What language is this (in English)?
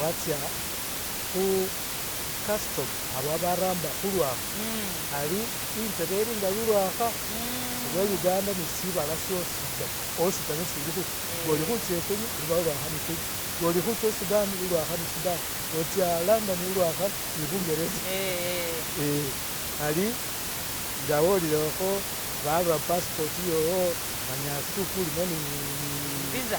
Masaaba